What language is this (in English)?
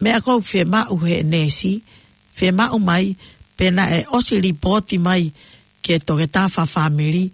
Tongan